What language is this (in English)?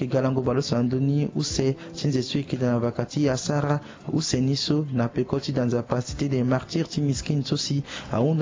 Sango